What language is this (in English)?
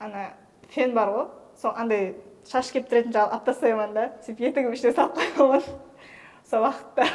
Kara-Kalpak